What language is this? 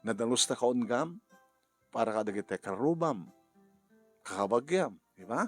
Iloko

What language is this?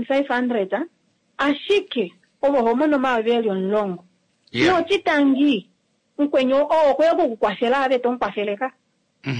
Kuanyama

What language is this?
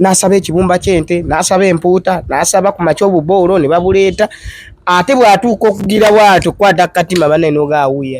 Ganda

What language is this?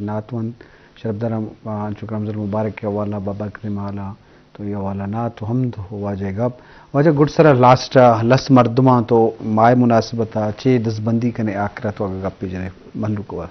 Eastern Balochi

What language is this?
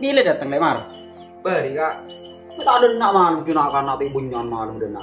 Madurese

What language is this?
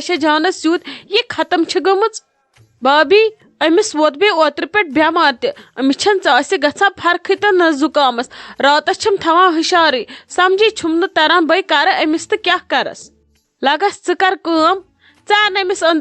Kashmiri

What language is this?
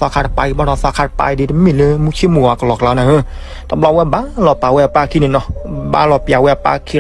S'gaw Karen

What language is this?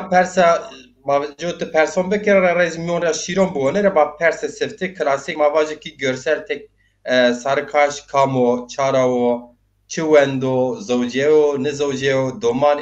Zaza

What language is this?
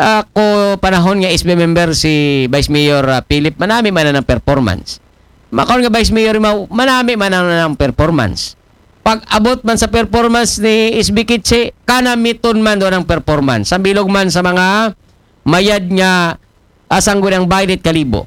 Aklanon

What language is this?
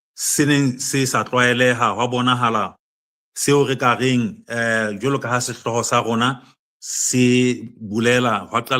Southern Sotho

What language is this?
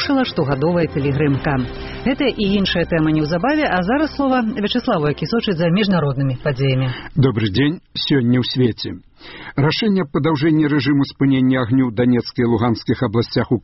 Belarusian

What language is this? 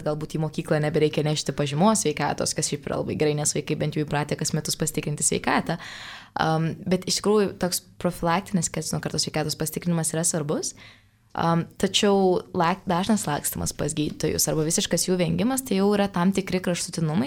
Lithuanian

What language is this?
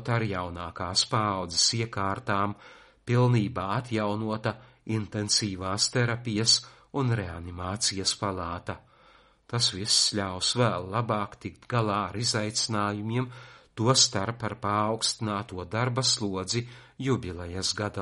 Latvian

